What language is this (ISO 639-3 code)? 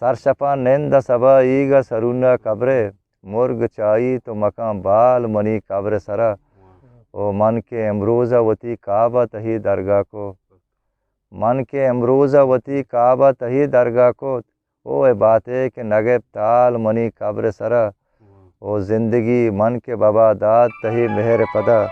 bgp